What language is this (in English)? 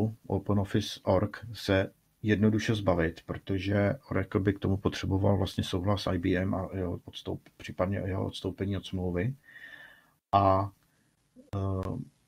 Czech